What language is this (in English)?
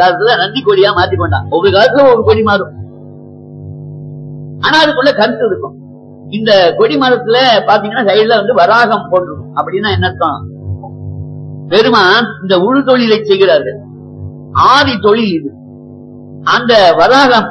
Tamil